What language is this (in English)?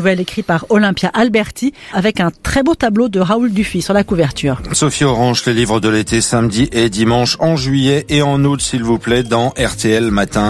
French